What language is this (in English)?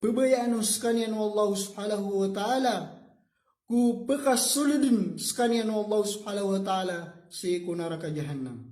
Maranao